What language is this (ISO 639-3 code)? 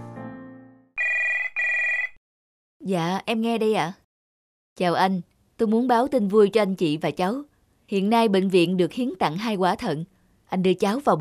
vie